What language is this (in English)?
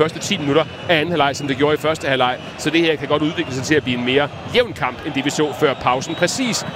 Danish